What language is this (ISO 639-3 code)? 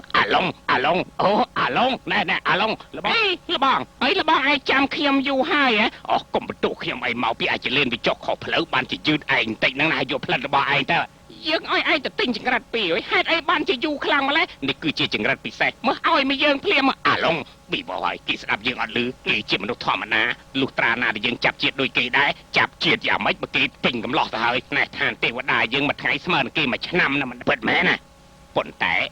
khm